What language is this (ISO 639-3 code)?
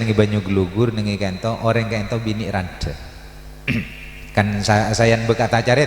mad